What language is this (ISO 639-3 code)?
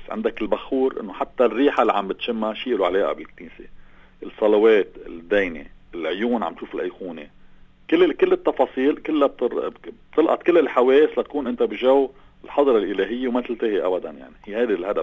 apc